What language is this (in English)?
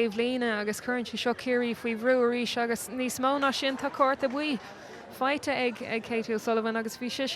Irish